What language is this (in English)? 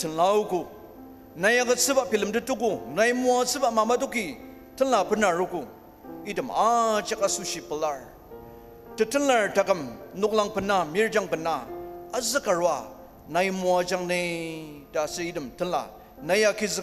Ao Naga